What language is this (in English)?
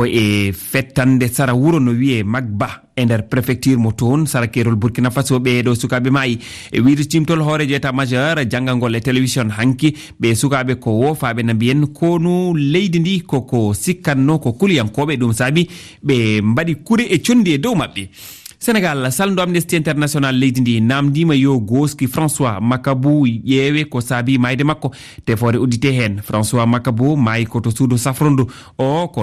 Fula